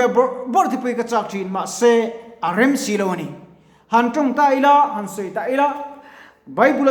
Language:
Mizo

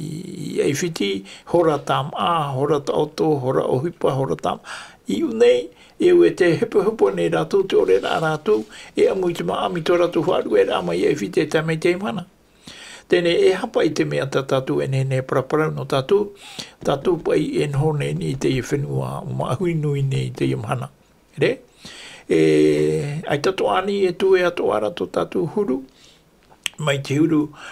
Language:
Tahitian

